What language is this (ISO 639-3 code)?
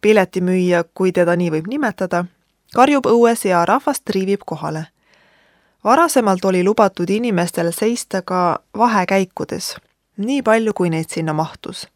est